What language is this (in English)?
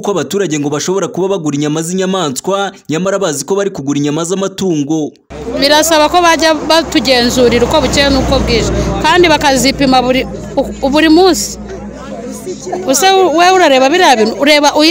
Kinyarwanda